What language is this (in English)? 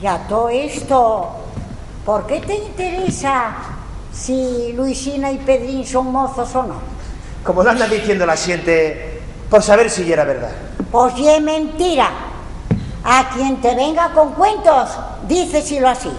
Asturian